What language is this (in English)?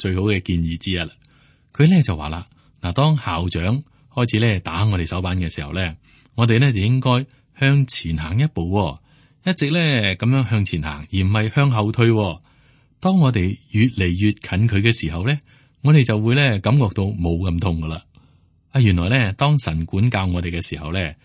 Cantonese